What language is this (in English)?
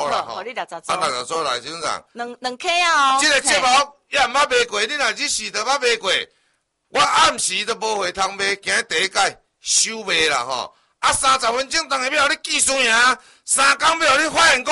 Min Nan Chinese